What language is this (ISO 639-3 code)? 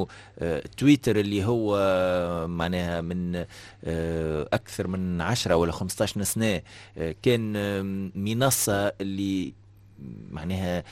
aeb